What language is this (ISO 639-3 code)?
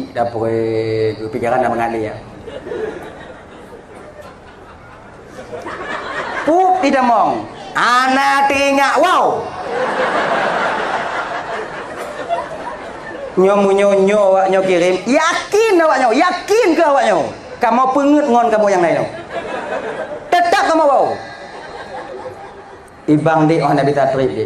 ace